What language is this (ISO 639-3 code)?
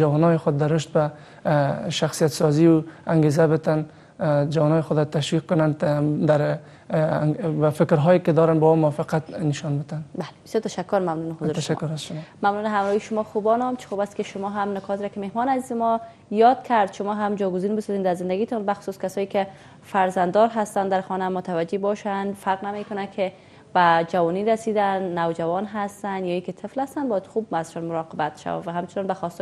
fas